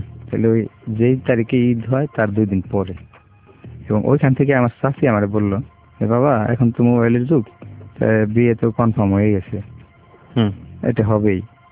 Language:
Bangla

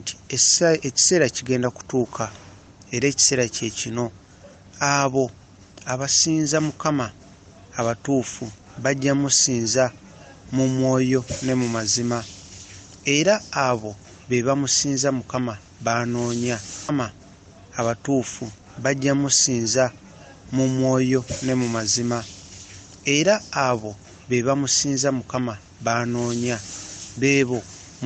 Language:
Ganda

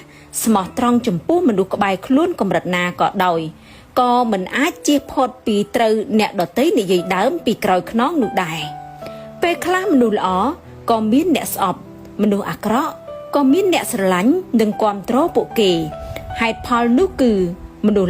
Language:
Khmer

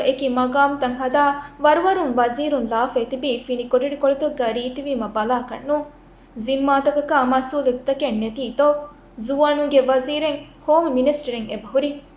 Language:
Divehi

